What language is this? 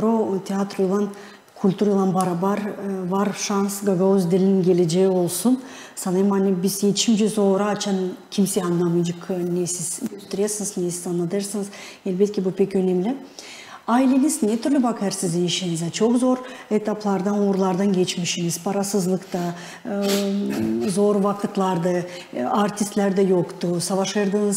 Gagauz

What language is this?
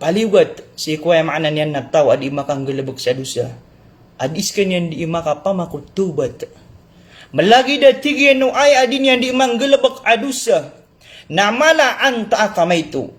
Maranao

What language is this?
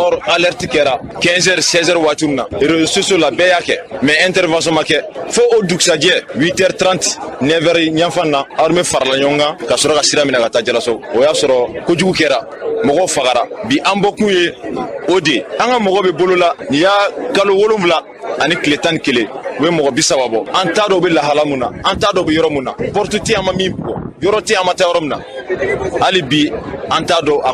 Bambara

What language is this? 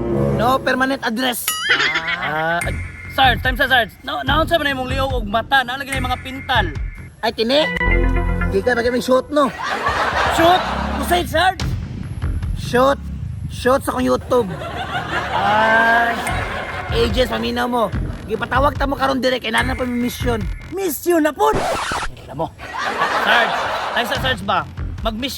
Cebuano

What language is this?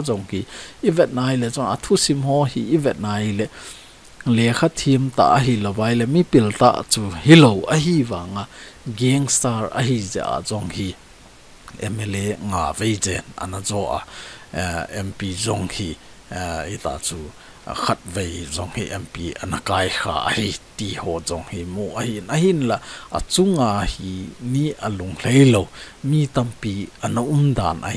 Thado Chin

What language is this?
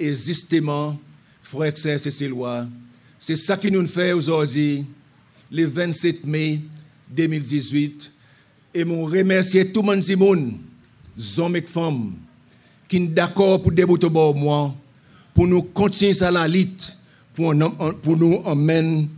Seselwa Creole French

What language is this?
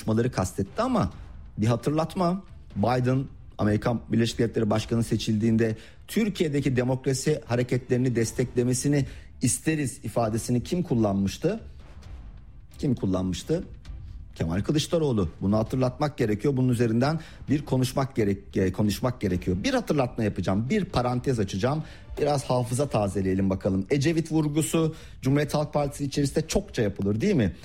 Turkish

